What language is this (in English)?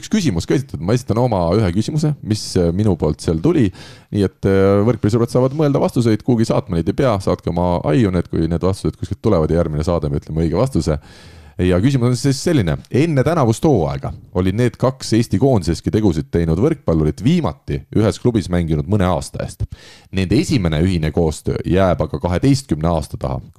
Estonian